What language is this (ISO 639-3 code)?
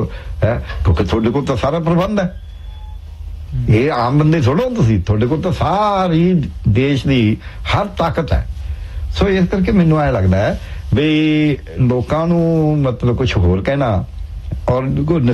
pan